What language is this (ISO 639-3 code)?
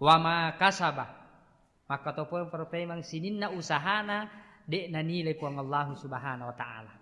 bug